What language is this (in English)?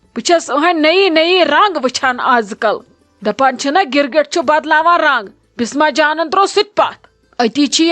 Kashmiri